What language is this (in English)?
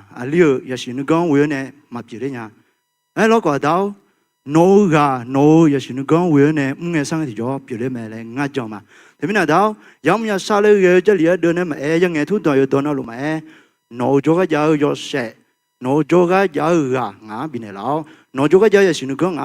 Akha